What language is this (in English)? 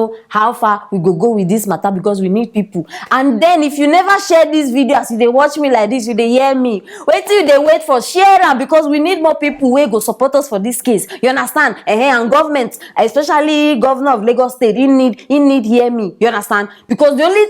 Nigerian Pidgin